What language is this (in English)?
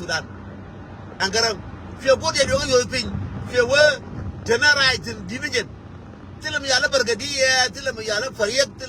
Nuer